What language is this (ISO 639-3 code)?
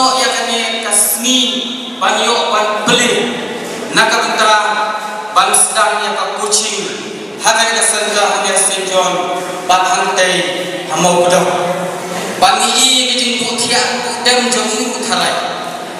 kha